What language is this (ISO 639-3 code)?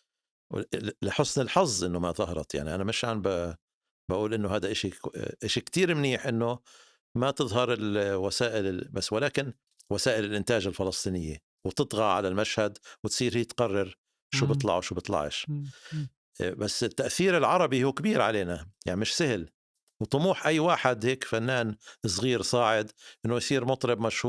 apc